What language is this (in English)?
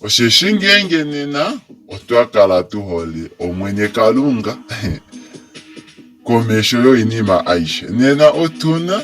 Kuanyama